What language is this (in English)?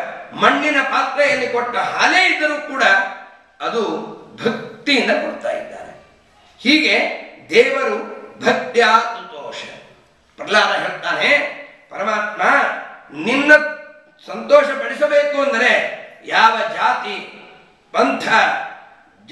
Kannada